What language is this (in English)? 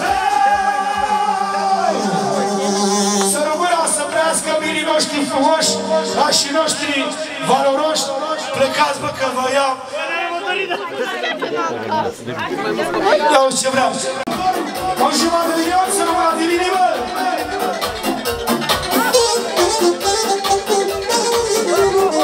Romanian